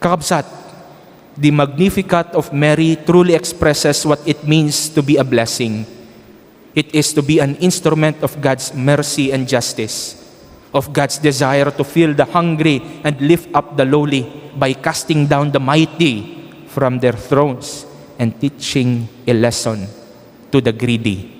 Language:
Iloko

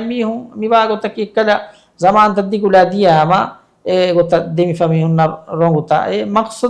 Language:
Divehi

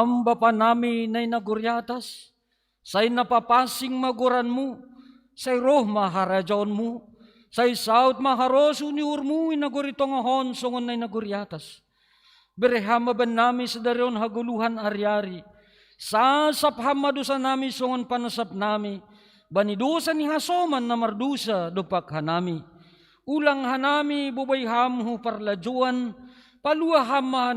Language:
Batak Simalungun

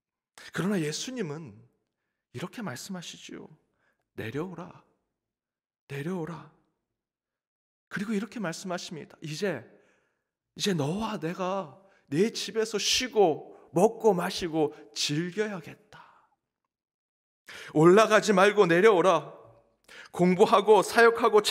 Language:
Korean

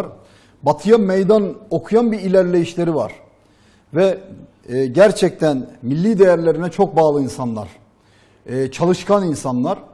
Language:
Turkish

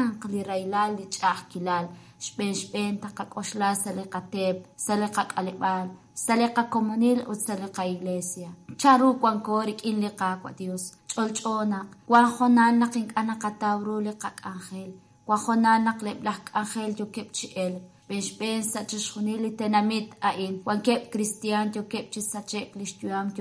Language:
Kekchí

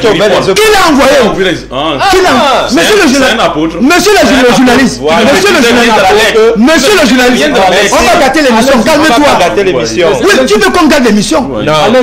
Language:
French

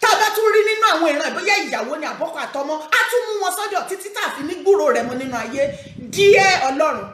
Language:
Yoruba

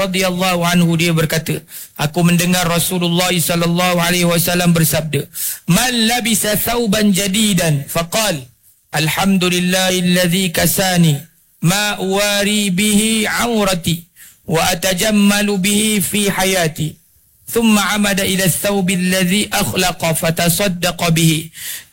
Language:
Malay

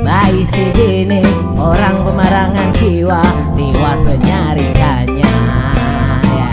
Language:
Banjar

